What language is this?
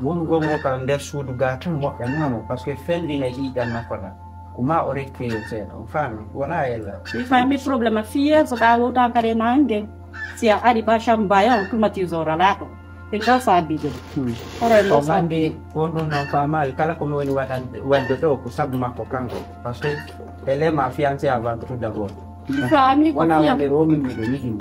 Fula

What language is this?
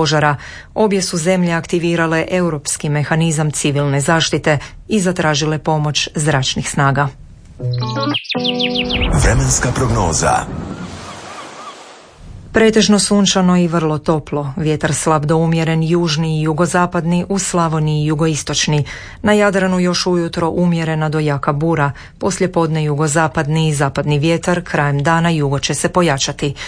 Croatian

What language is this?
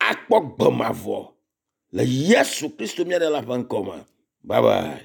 Ewe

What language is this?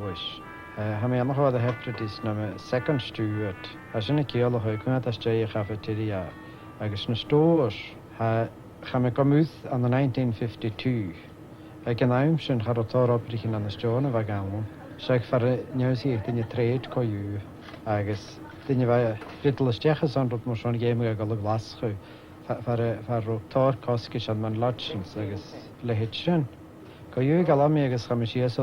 Scottish Gaelic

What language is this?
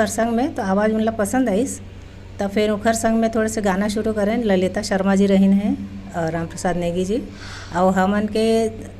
Chhattisgarhi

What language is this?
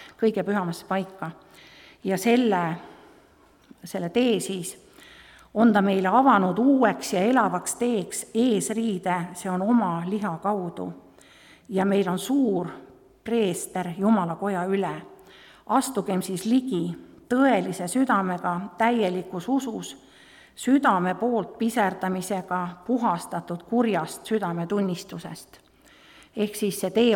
Estonian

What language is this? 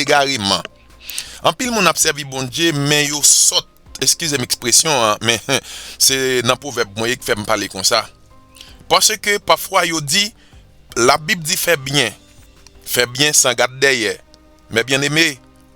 Haitian Creole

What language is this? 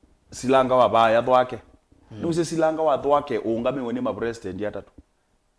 Kamba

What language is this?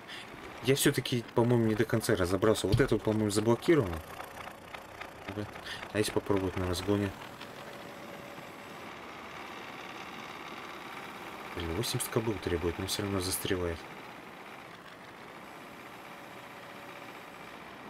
Russian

